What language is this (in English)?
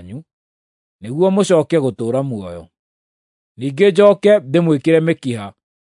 Kikuyu